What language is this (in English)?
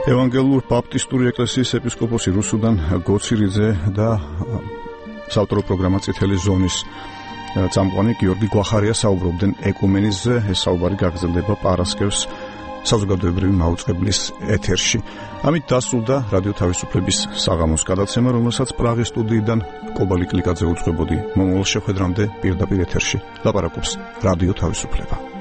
Georgian